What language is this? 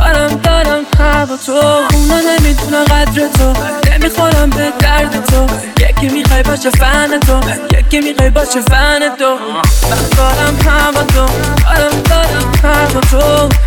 Persian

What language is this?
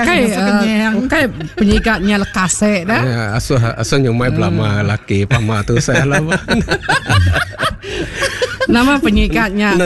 Iban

